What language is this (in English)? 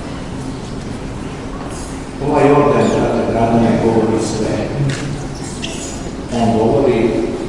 Serbian